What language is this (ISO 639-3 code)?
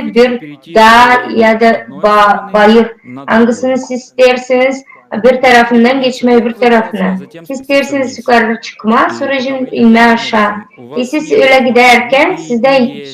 gag